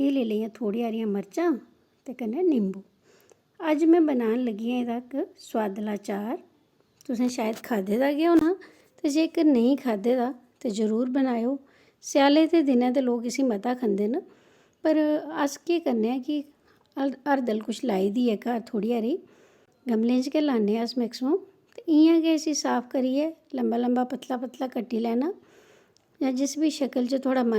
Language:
Dogri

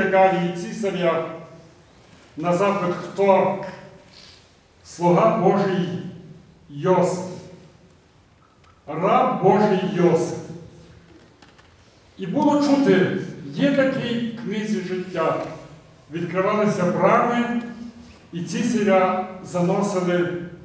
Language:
Ukrainian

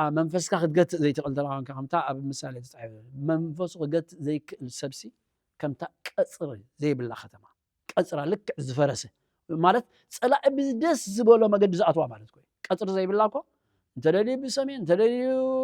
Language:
Tigrinya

